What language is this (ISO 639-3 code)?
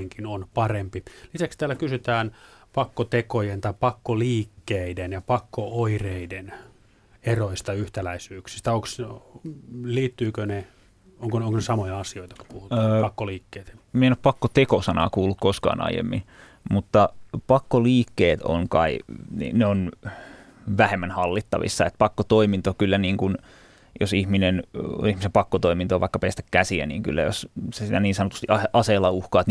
fin